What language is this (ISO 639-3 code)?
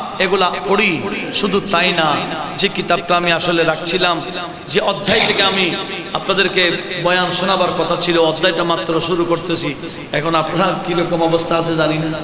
ben